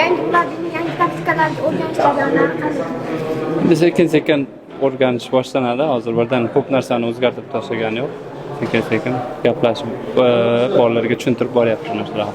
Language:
Uzbek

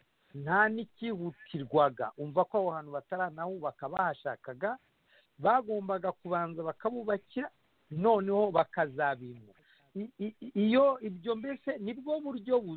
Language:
Kinyarwanda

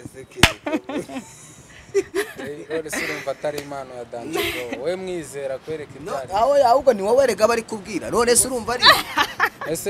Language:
Kinyarwanda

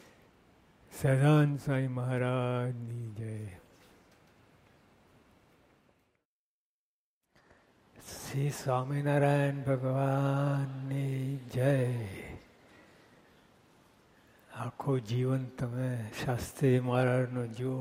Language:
Gujarati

